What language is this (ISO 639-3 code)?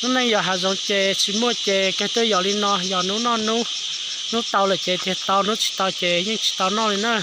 hmn